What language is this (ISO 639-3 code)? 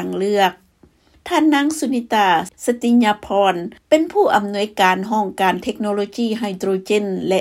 lao